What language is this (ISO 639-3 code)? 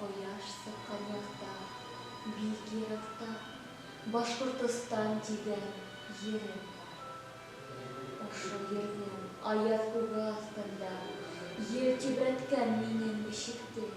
bak